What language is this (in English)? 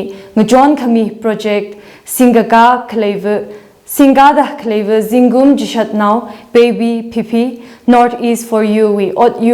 Tangkhul Naga (India)